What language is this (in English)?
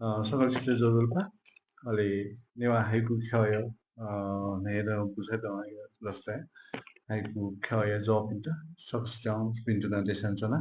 Newari